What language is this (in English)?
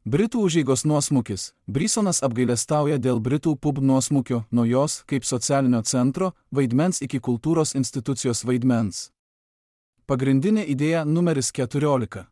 Lithuanian